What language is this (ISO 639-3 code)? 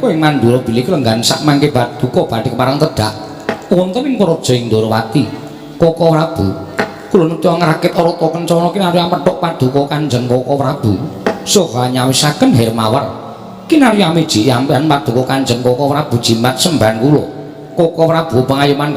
jav